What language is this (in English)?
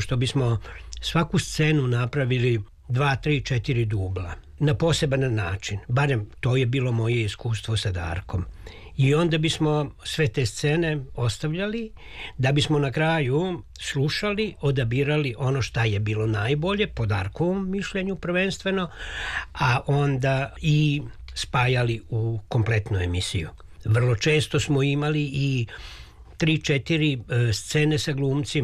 Serbian